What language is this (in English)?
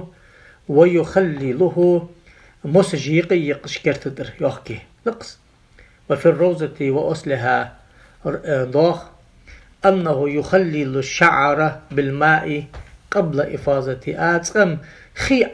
Ingush